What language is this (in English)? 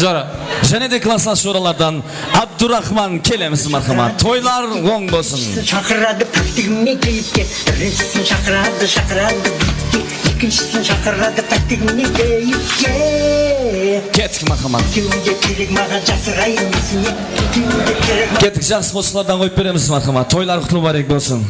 Kara-Kalpak